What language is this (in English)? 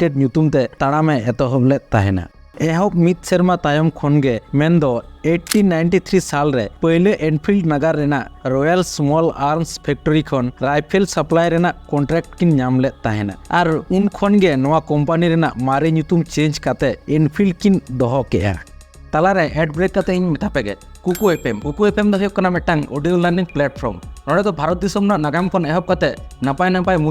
Santali